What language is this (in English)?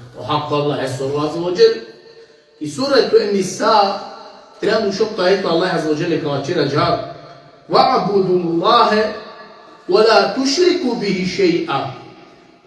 Balkan Romani